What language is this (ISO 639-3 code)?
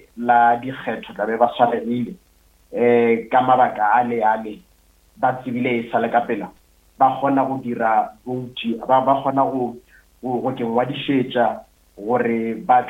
nso